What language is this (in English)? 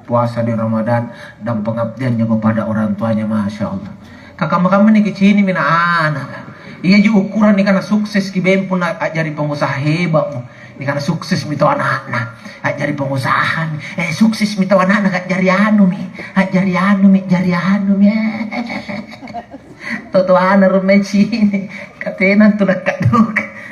Makasar